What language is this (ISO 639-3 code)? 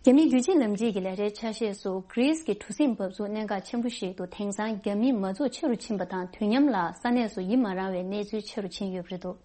bod